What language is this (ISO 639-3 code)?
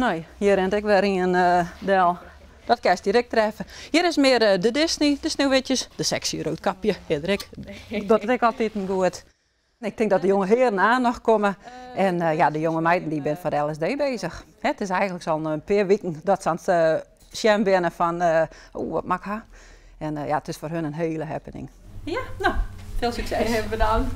fry